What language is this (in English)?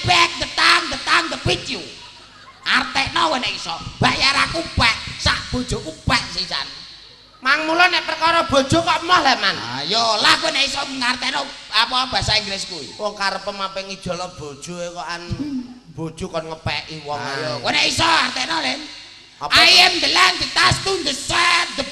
Javanese